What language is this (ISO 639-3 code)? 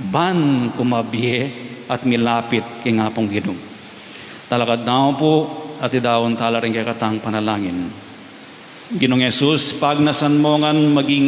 pam